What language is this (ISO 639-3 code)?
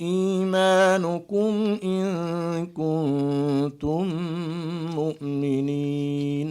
div